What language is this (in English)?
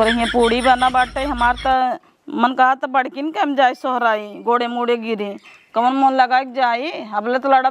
Awadhi